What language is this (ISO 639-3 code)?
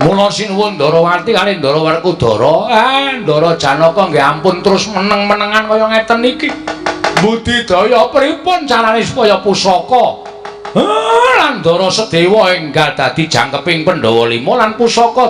jav